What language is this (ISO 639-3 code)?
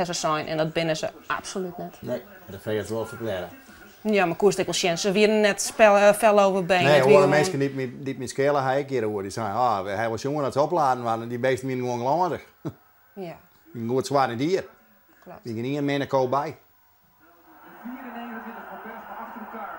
fry